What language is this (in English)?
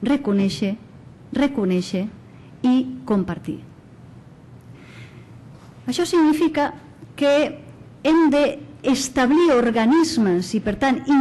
Catalan